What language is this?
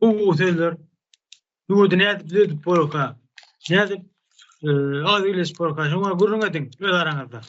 Turkmen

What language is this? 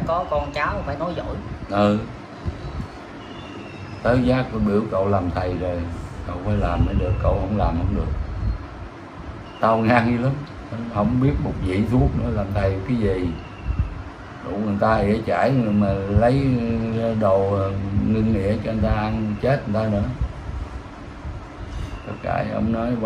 Vietnamese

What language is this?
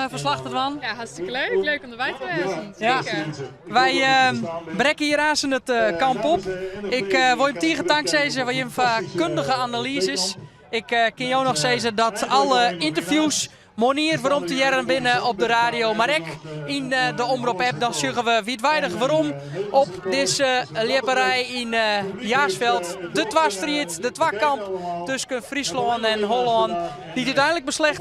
Western Frisian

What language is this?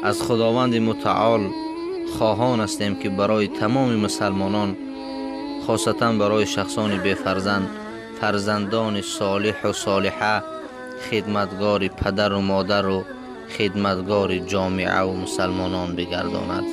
Tajik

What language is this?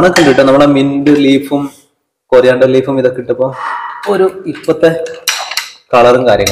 Malayalam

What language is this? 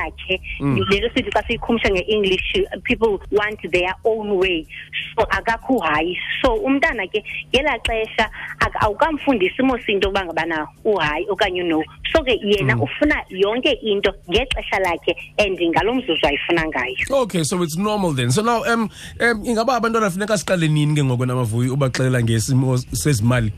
Xhosa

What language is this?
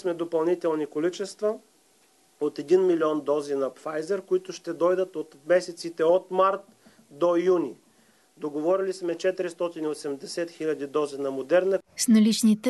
Bulgarian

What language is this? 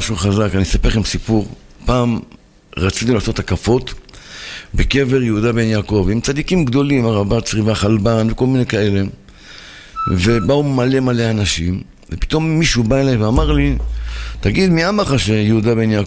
Hebrew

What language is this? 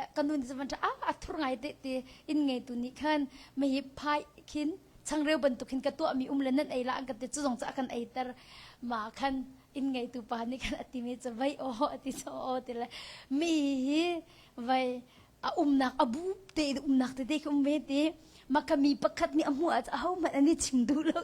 Hakha Chin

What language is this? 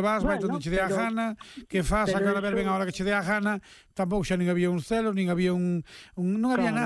Galician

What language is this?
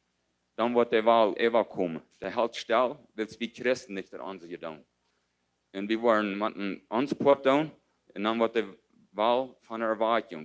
Plautdietsch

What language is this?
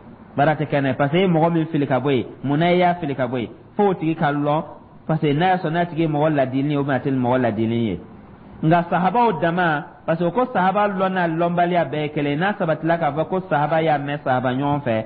Dyula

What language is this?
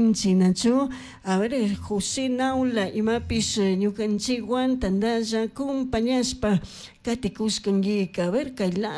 Chimborazo Highland Quichua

